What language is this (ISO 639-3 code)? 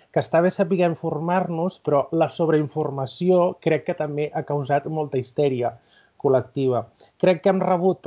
cat